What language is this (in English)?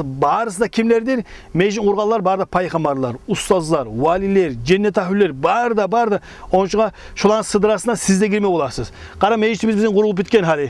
Kumyk